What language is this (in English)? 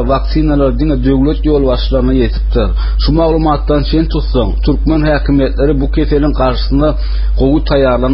Turkmen